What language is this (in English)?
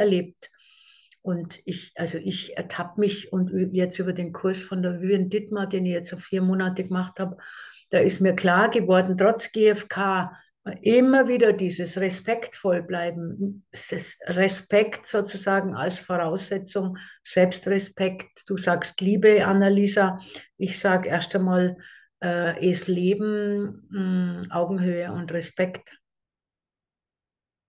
German